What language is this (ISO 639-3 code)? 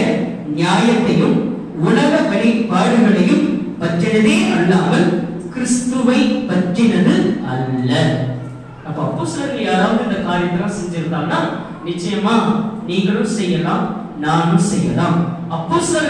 tam